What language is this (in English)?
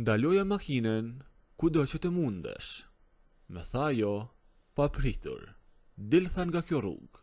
Albanian